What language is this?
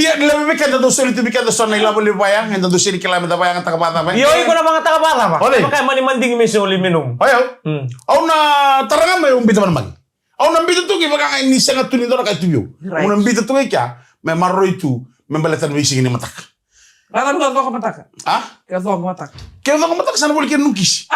Fijian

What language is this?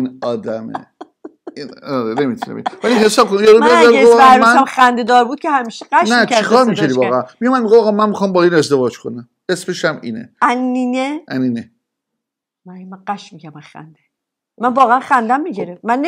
Persian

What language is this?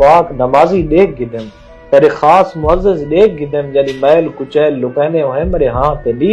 Saraiki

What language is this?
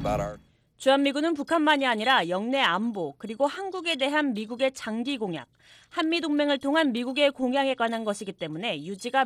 Korean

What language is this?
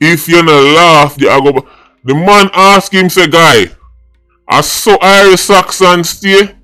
Jamaican Creole English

